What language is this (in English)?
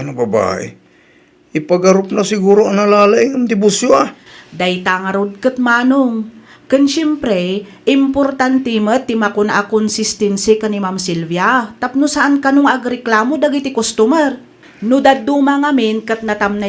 Iloko